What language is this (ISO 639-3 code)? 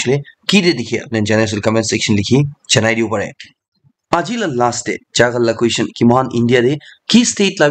nag